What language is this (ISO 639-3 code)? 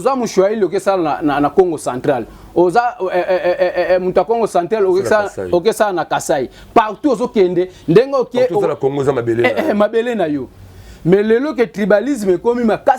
lin